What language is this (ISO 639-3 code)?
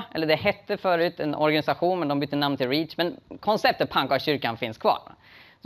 swe